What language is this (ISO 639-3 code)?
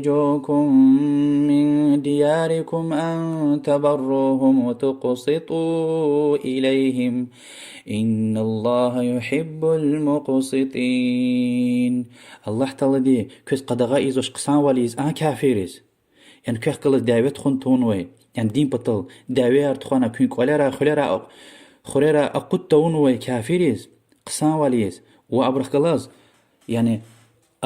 lez